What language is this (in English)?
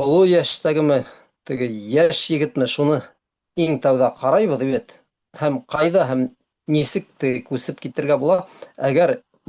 Bashkir